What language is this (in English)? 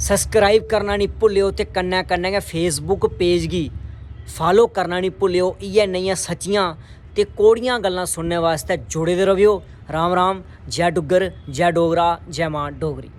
Dogri